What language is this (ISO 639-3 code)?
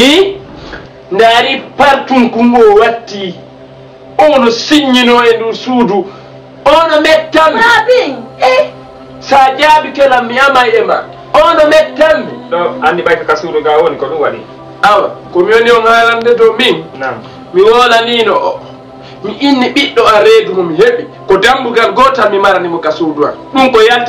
ful